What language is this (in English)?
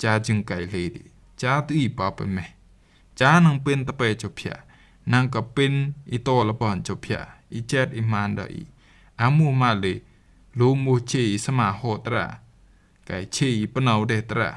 Rumai Palaung